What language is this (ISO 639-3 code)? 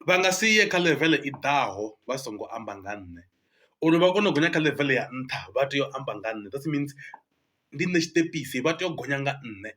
ven